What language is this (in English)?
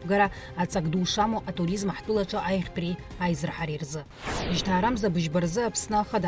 Abkhazian